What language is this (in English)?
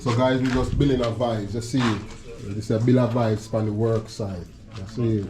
Jamaican Creole English